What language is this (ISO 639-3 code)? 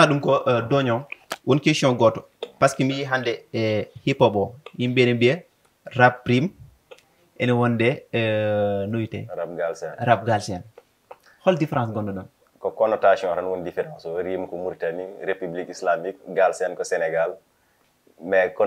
ful